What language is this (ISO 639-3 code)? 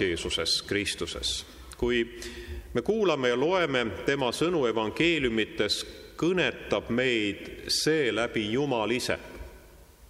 est